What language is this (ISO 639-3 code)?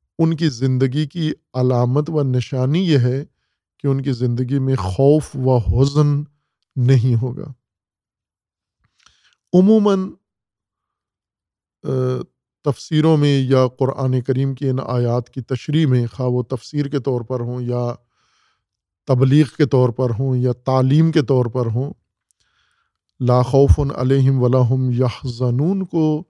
urd